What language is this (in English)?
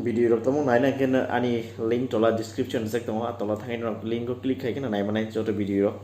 Kok Borok